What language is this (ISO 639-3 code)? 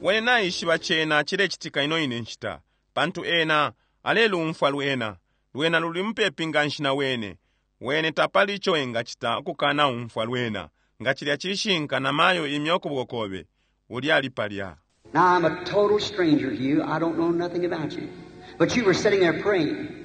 bem